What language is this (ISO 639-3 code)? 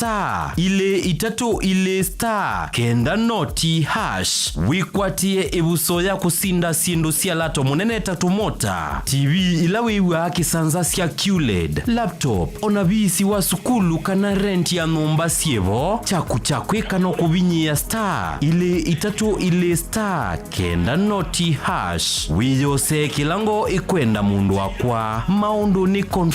kam